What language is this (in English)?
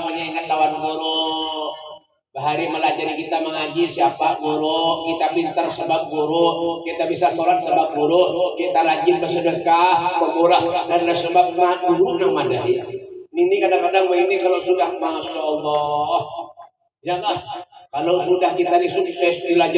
Banjar